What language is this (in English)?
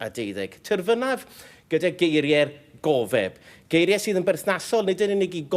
Welsh